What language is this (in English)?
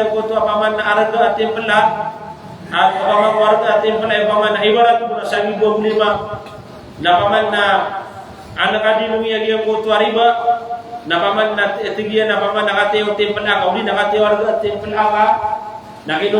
Maranao